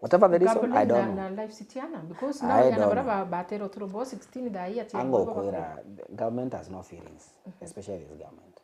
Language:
Meru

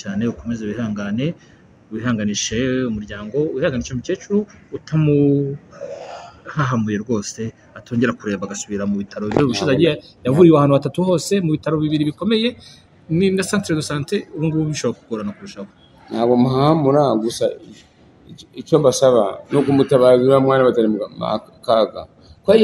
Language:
Kinyarwanda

